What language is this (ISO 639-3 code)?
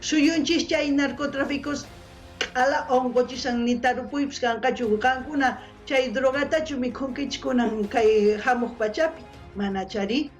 quh